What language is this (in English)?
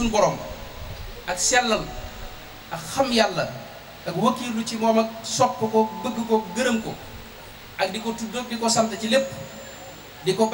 Wolof